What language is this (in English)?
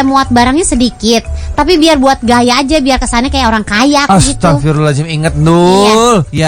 Indonesian